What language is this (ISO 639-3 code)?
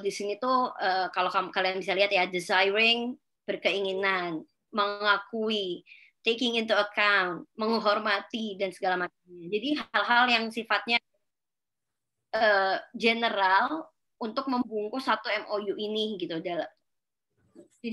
ind